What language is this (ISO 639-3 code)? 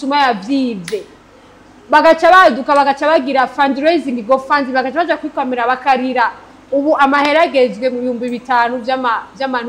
run